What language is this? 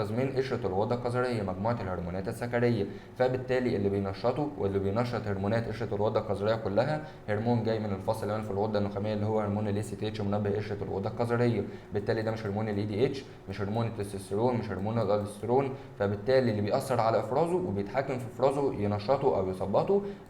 Egyptian Arabic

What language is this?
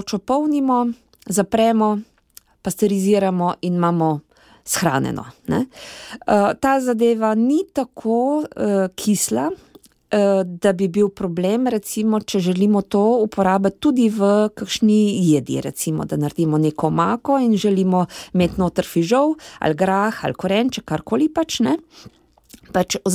Slovenian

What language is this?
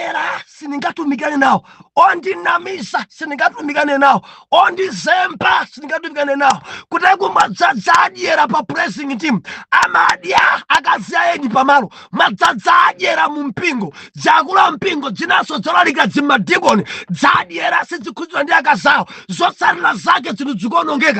Nyanja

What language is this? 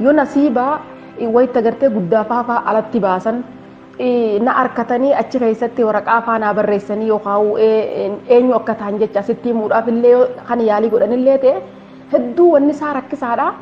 Oromo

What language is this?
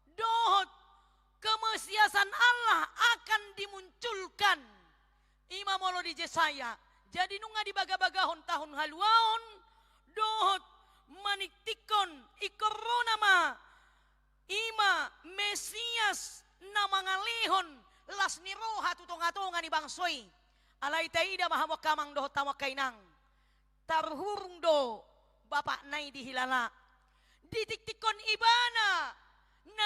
Batak Toba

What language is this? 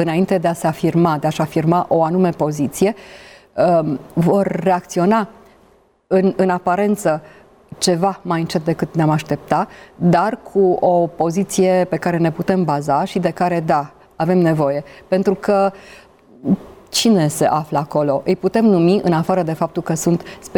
Romanian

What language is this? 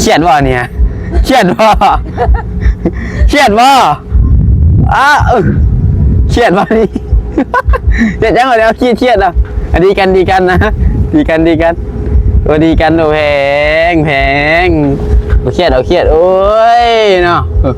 Northeastern Thai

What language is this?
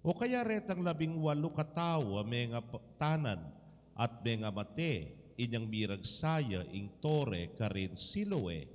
Pampanga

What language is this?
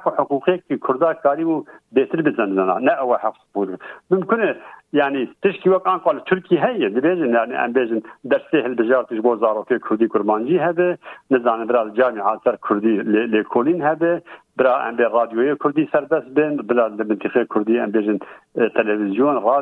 Kurdish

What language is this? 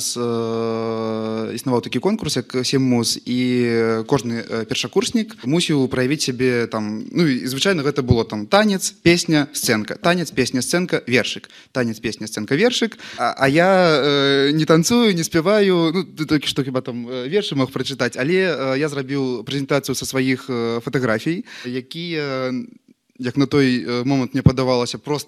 Belarusian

